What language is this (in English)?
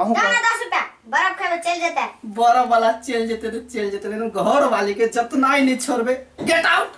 Maithili